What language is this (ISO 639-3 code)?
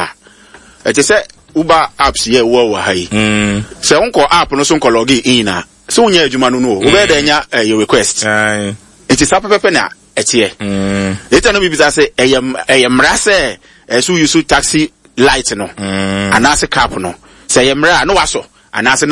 aka